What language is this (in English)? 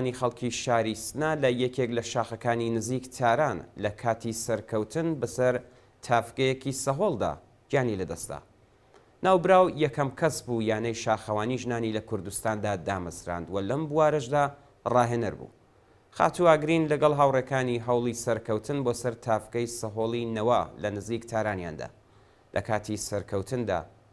Central Kurdish